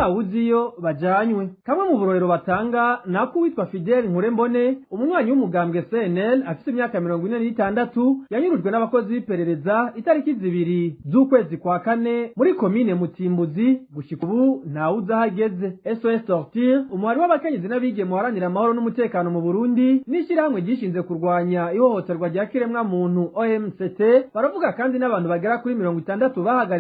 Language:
Rundi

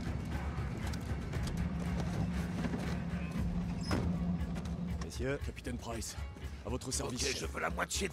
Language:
French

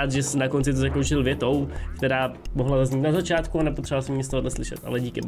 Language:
Czech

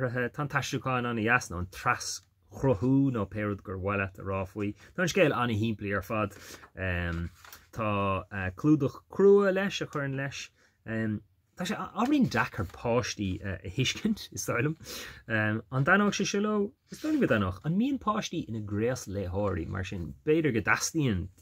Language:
Irish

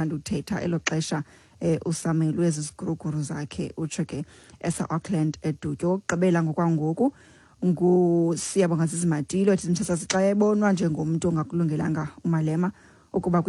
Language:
Xhosa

